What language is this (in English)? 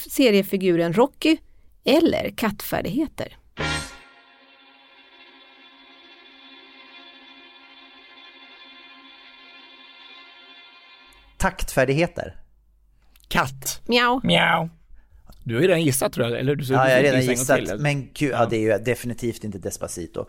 Swedish